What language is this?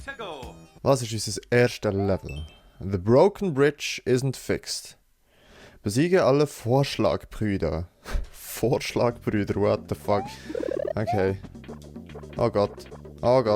Swiss German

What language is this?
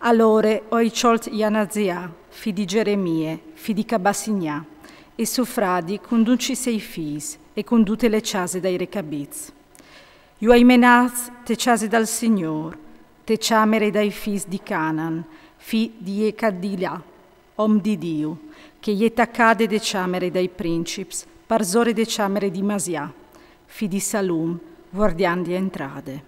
Friulian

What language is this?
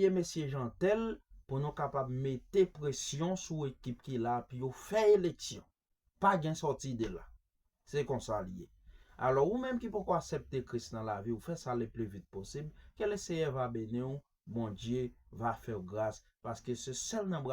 Haitian Creole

